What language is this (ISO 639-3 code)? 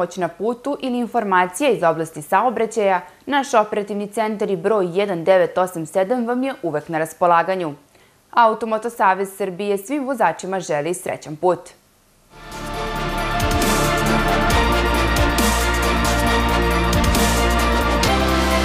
srp